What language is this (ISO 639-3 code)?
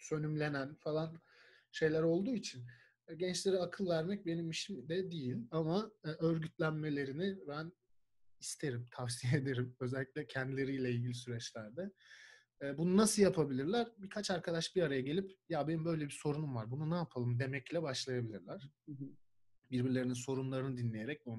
tur